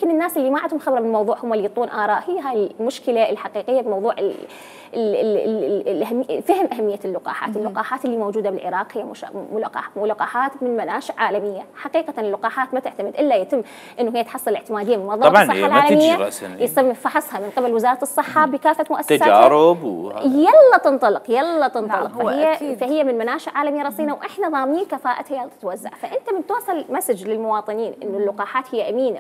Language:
Mesopotamian Arabic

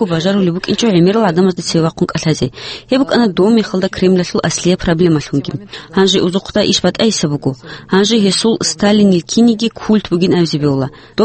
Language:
Avaric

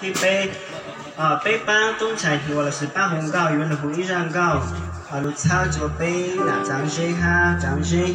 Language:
Hmong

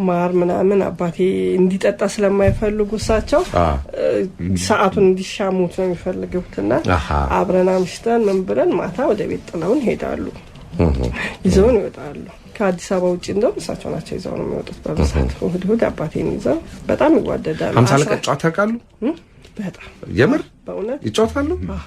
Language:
Amharic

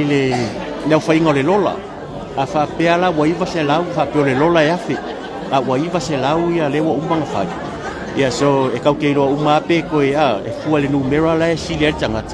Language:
Samoan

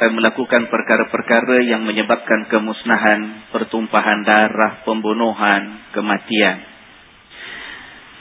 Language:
Malay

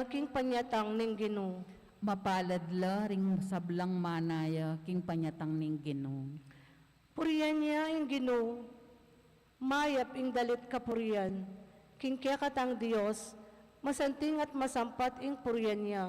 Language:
Pampanga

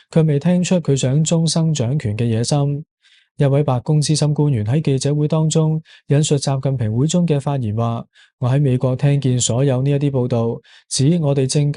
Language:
Cantonese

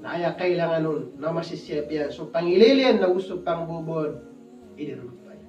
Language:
Maranao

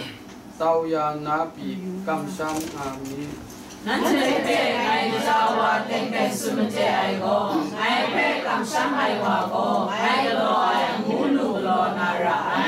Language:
Kachin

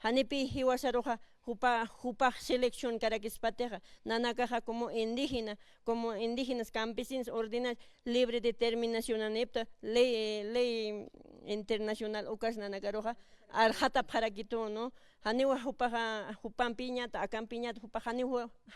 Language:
Aymara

